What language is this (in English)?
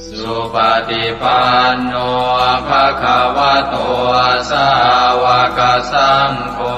Pali